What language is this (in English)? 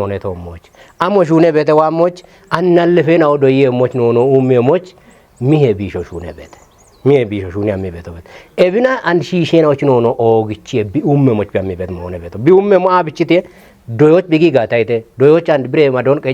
Kafa